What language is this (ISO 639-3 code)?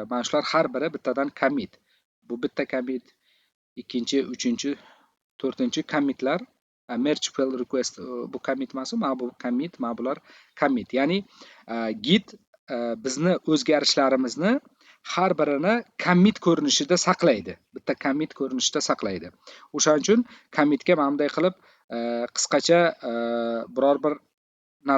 uzb